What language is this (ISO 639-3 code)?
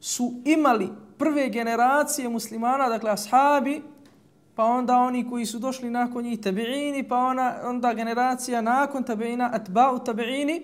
bos